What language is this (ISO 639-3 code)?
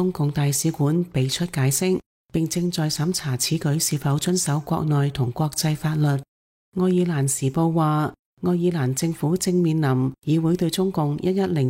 yue